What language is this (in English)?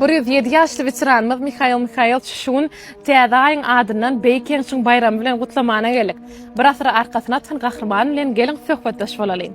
Turkmen